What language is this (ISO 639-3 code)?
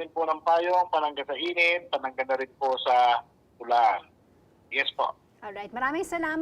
pam